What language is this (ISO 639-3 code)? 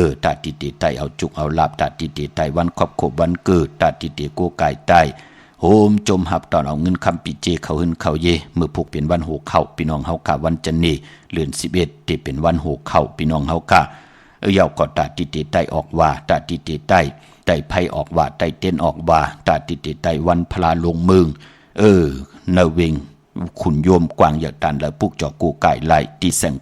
shn